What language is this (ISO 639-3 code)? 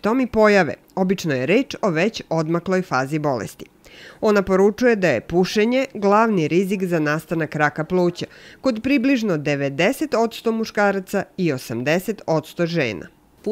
srp